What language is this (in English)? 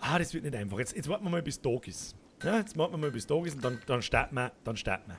Bavarian